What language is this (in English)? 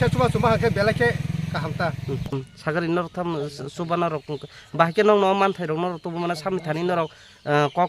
Kok Borok